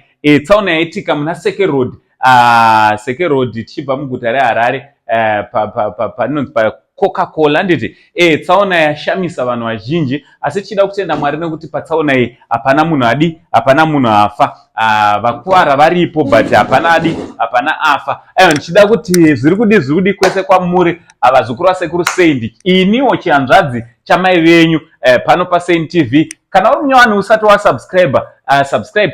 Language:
Shona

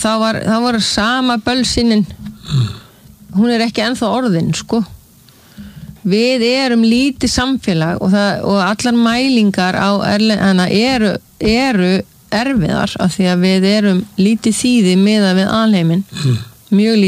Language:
Icelandic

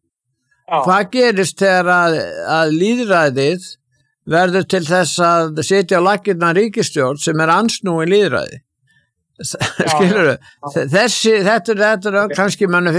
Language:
Icelandic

